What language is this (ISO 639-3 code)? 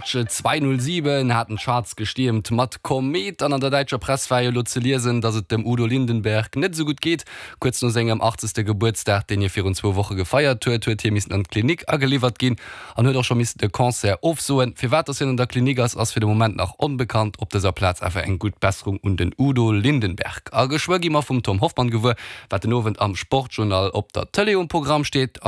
ltz